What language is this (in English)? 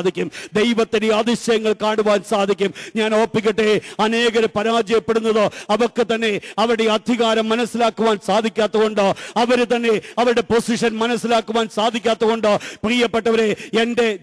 Malayalam